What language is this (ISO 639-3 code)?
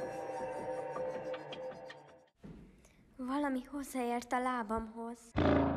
hun